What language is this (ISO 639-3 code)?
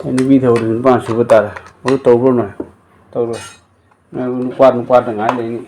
mni